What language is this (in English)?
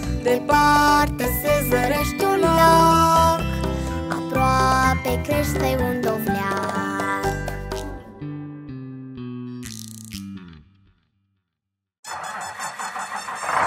Romanian